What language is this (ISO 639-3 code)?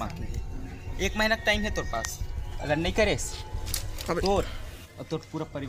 hne